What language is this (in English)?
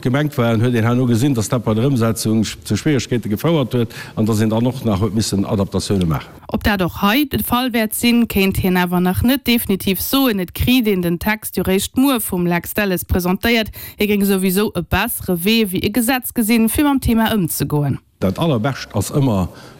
Luxembourgish